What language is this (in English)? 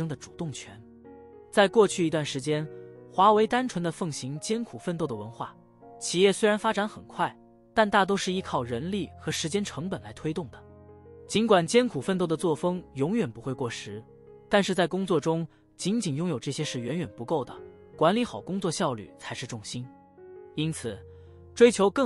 Chinese